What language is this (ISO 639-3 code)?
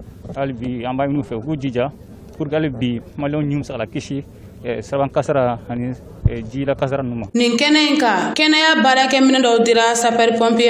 bam